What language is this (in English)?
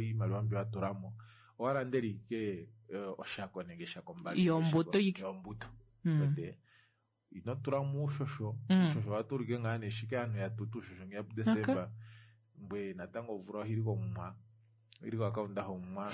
Kuanyama